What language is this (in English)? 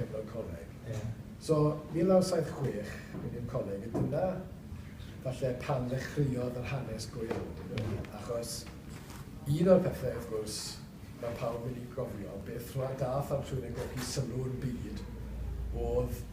Welsh